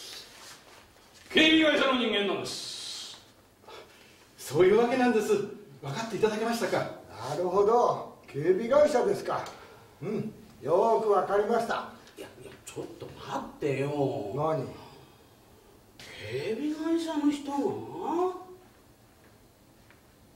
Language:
Japanese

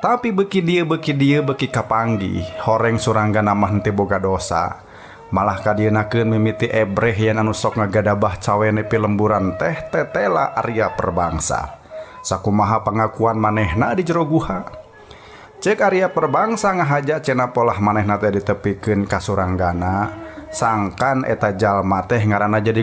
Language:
Sundanese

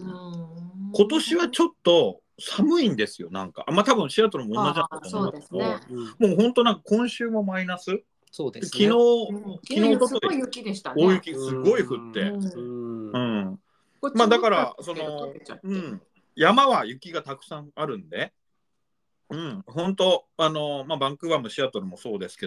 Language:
Japanese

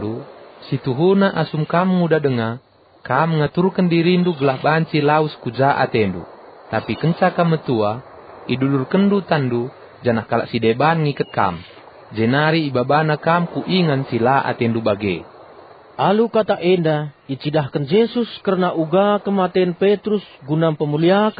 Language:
Batak Karo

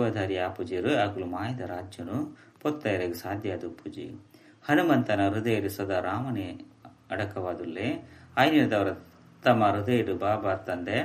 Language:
Tulu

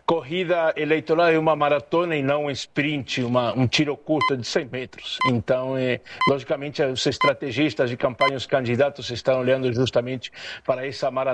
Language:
Portuguese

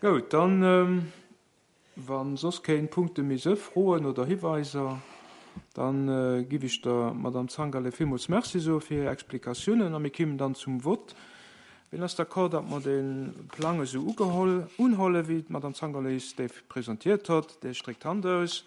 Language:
Luxembourgish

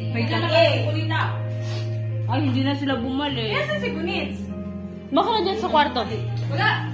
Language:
Filipino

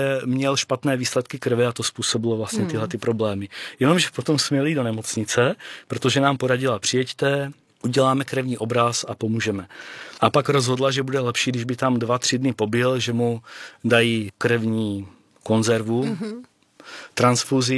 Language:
Czech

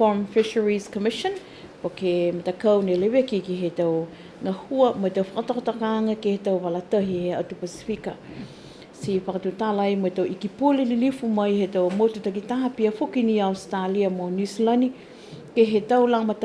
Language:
Niuean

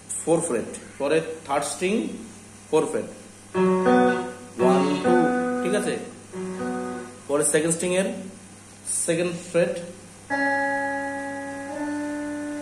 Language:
Bangla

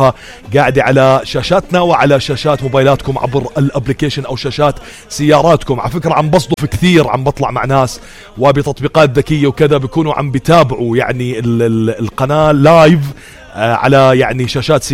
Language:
North Levantine Arabic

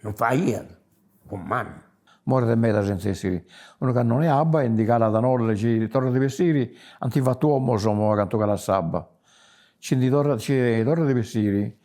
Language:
Sardinian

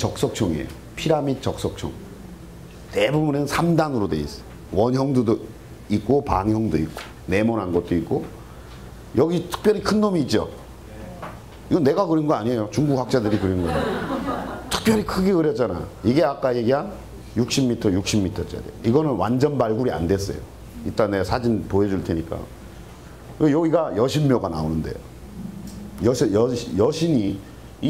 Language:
Korean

